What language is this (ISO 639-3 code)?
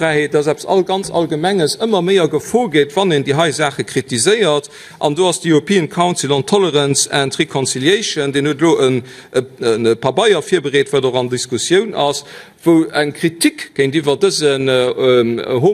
ltz